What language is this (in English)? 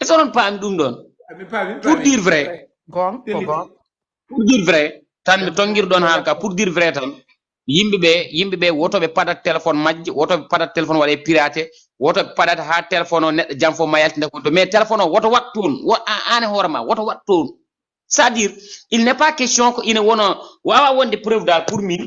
Fula